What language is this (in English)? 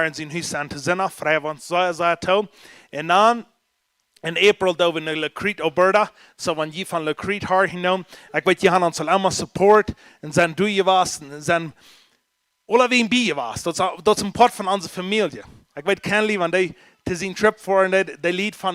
Plautdietsch